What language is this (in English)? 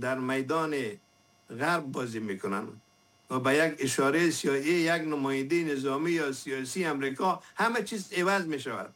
Persian